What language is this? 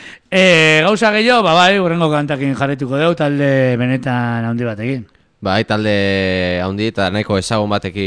Basque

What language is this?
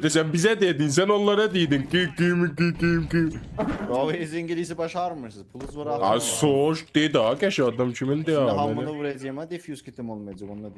South Azerbaijani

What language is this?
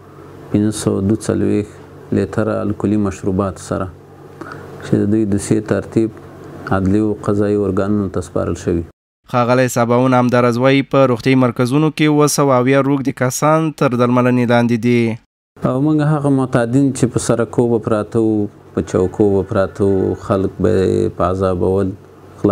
Pashto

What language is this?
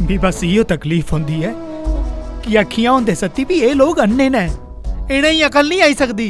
Dogri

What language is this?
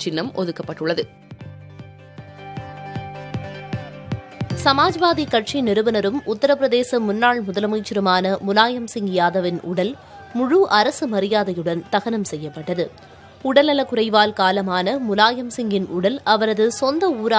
Tamil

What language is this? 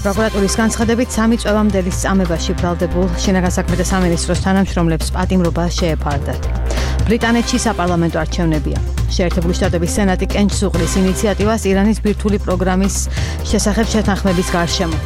Georgian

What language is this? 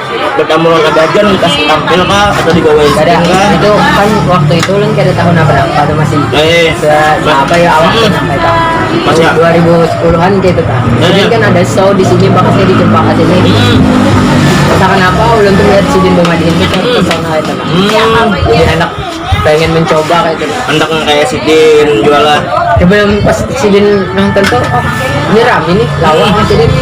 Banjar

